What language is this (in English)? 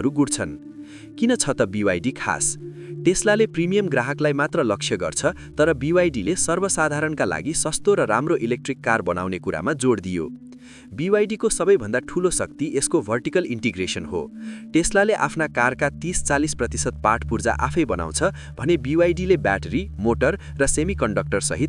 Nepali